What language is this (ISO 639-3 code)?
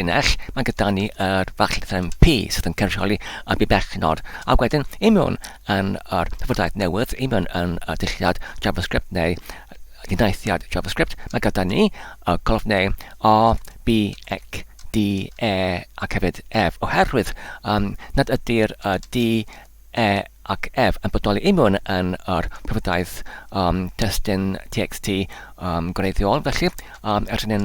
cym